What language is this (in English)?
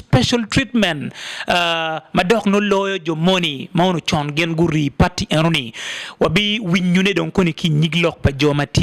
Acoli